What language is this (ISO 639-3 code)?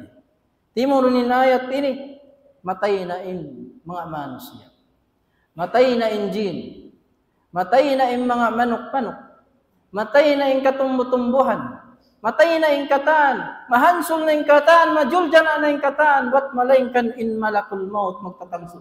tsg